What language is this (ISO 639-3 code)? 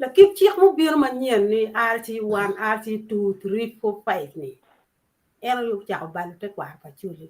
ach